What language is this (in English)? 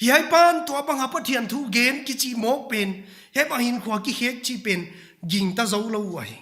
Paite Chin